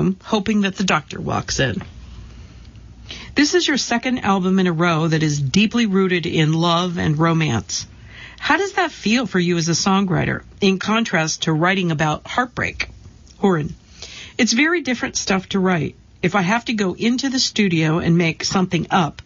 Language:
English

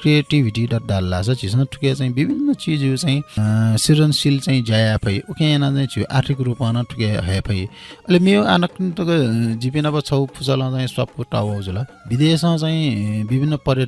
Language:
Newari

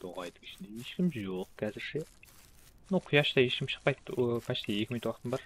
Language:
Kara-Kalpak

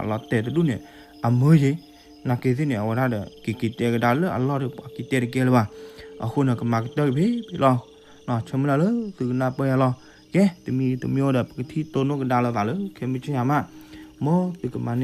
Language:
S'gaw Karen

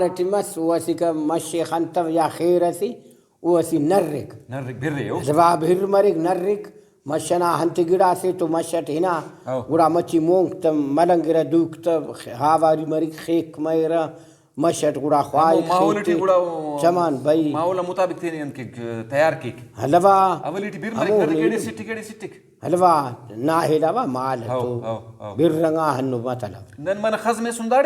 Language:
Brahui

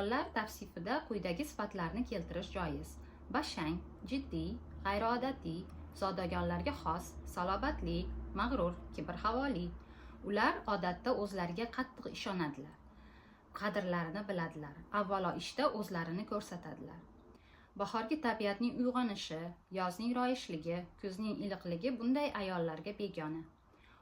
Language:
Uzbek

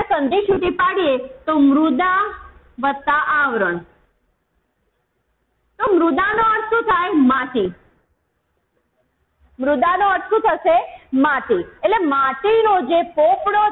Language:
Gujarati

